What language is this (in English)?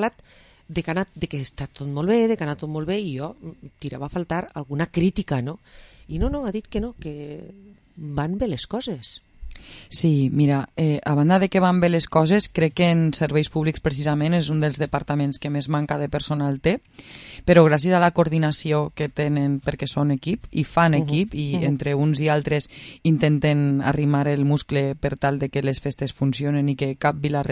Catalan